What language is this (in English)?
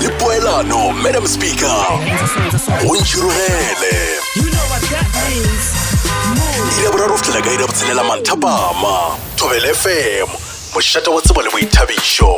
Northern Sotho